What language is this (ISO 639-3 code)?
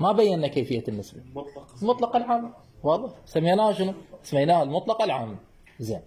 acm